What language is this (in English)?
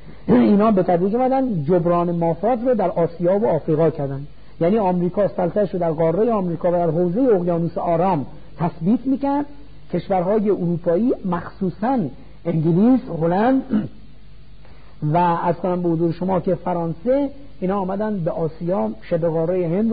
Persian